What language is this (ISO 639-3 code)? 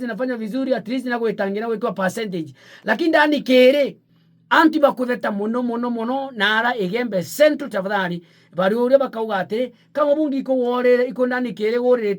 mer